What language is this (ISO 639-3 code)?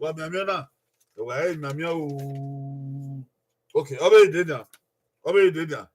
bin